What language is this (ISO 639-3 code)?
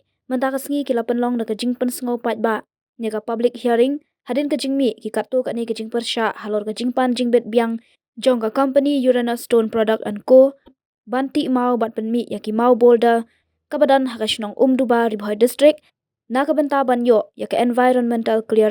kha